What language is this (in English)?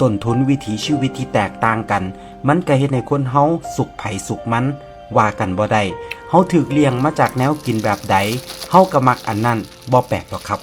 Northeastern Thai